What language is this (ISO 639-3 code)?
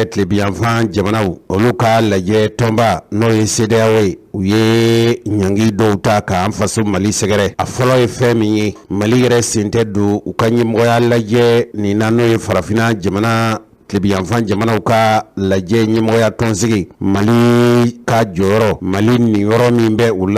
bam